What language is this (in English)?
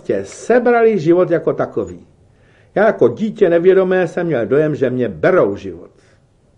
Czech